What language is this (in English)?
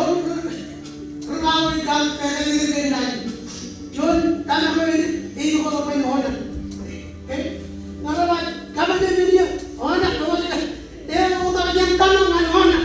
Marshallese